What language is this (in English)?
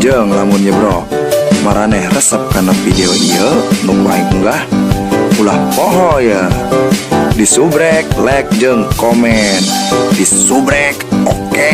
Sundanese